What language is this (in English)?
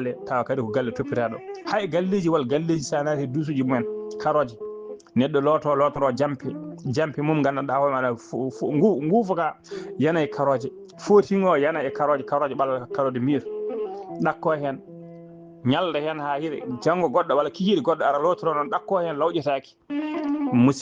Fula